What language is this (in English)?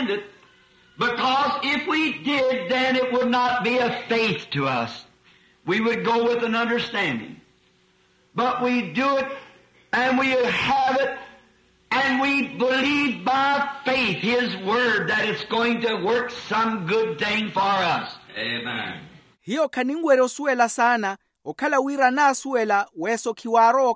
Makhuwa